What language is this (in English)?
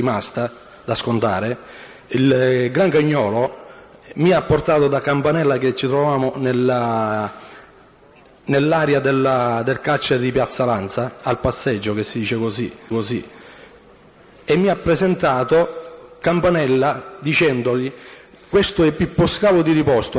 Italian